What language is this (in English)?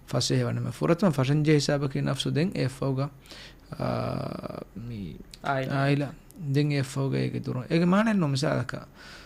Divehi